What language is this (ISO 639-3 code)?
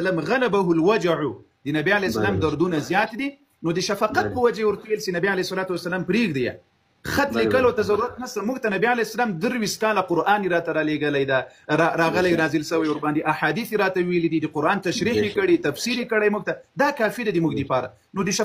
pus